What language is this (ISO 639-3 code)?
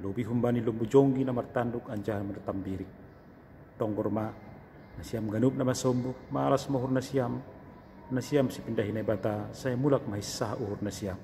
bts